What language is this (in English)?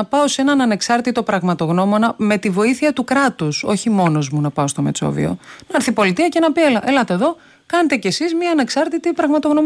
Greek